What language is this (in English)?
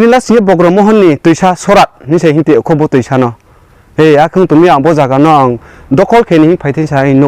Riang (India)